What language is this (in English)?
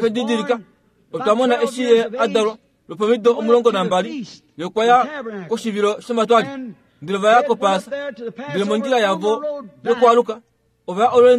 Kuanyama